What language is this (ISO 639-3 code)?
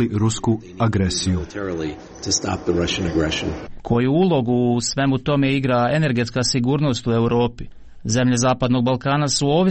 hrv